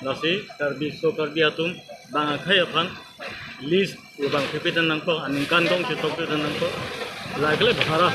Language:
Karbi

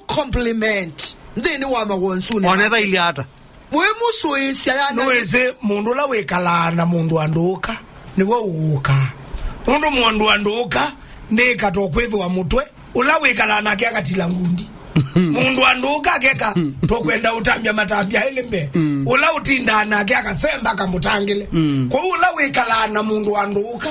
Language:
Kamba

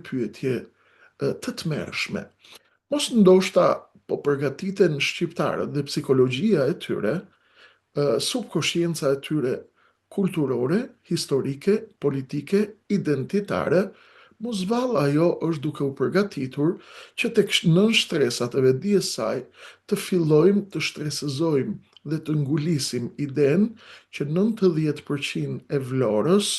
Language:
Albanian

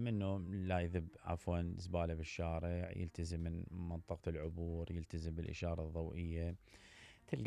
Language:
Mesopotamian Arabic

